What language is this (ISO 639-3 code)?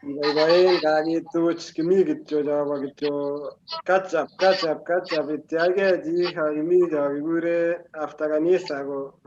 kln